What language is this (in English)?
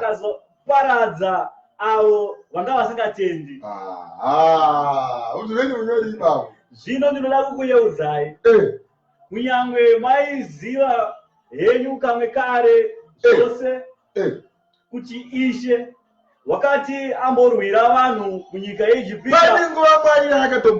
Shona